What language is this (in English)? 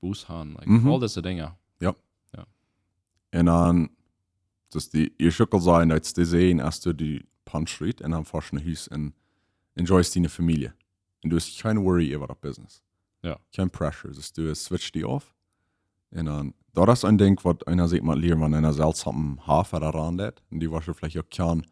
Plautdietsch